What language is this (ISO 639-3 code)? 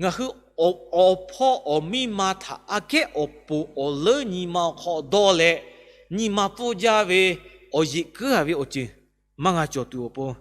lhu